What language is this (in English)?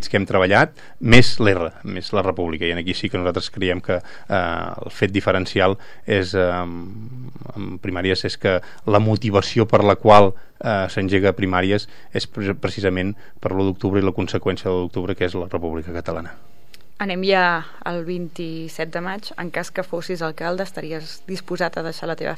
Catalan